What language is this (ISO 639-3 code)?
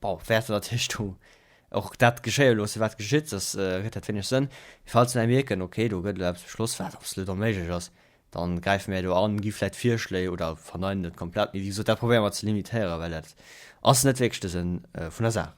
ltz